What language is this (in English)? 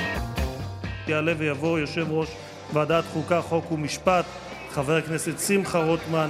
Hebrew